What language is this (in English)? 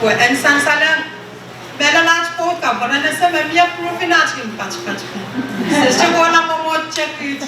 Pohnpeian